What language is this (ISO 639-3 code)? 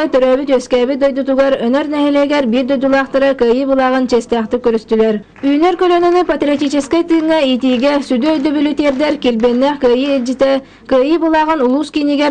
sah